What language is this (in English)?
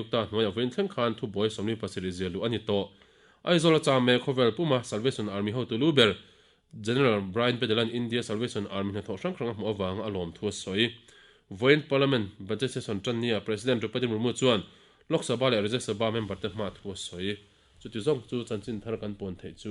Mizo